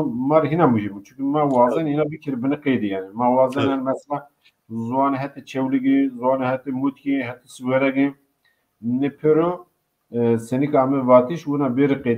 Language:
Zaza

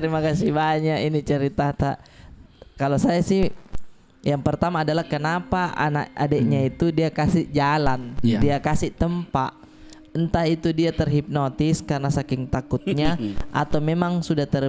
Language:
Makassar Malay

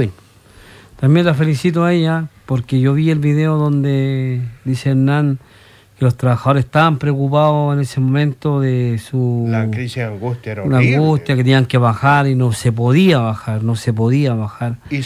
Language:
Spanish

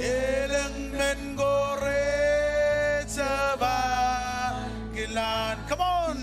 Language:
Marshallese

